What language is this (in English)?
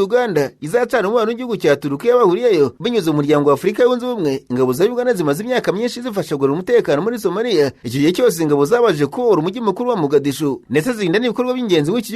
Kinyarwanda